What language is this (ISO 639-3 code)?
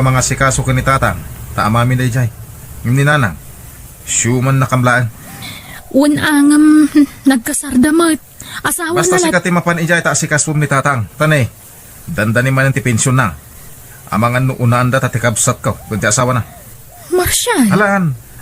ilo